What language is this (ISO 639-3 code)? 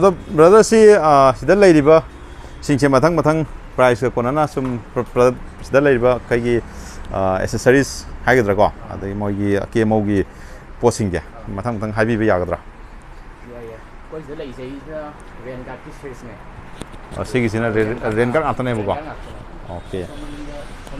mni